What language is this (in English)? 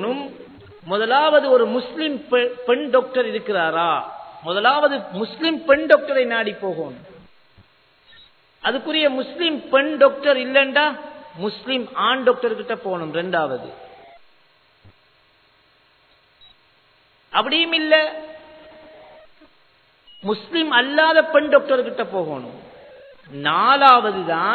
Tamil